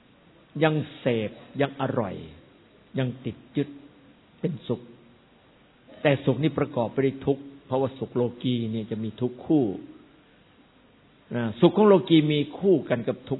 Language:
Thai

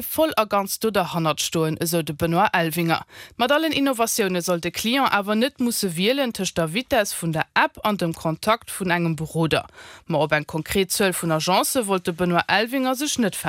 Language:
Luxembourgish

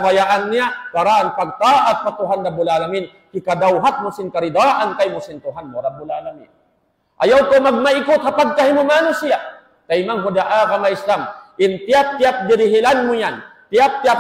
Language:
Tausug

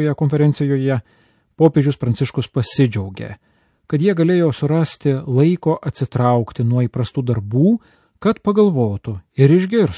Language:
Lithuanian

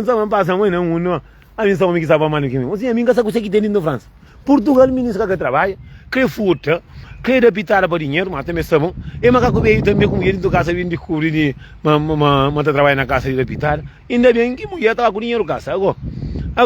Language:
Kabuverdianu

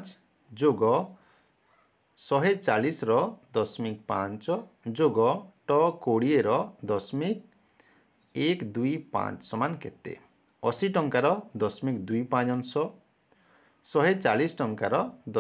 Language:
Odia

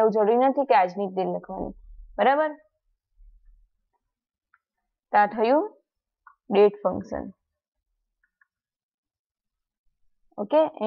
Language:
Gujarati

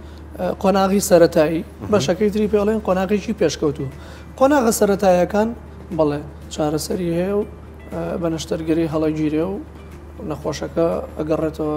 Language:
Central Kurdish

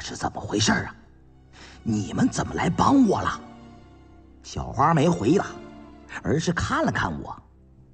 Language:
Chinese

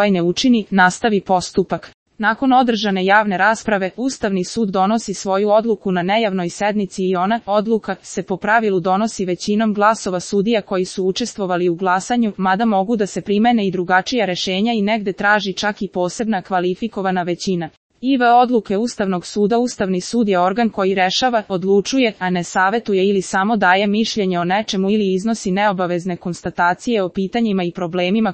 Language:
Serbian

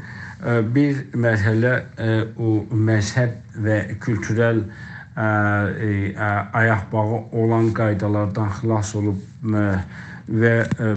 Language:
South Azerbaijani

